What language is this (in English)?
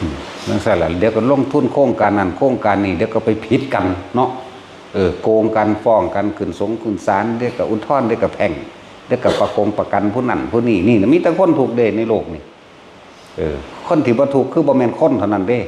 Northeastern Thai